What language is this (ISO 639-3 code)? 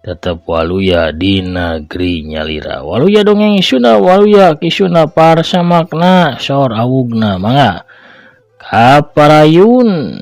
sun